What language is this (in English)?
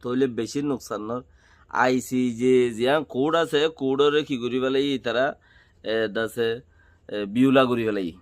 Rohingya